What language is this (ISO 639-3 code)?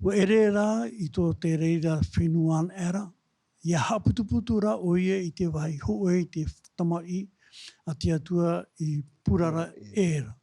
tah